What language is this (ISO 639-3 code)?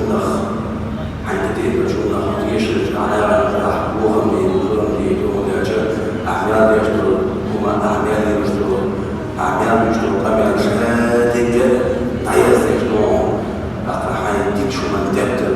che